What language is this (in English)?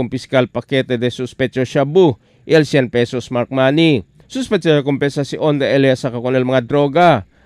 Chavacano